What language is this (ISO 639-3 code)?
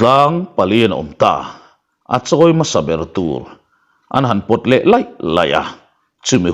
lus